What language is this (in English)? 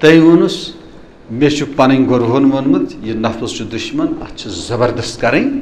Kashmiri